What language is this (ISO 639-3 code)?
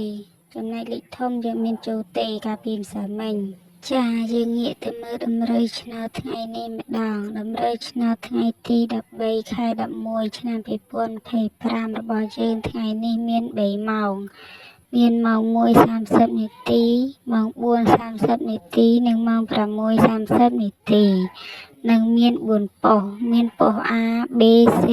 khm